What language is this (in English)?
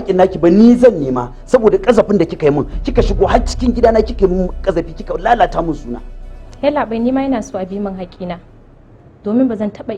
Hausa